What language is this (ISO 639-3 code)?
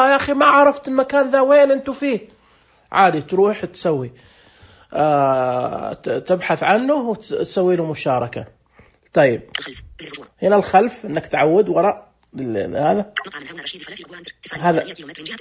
ars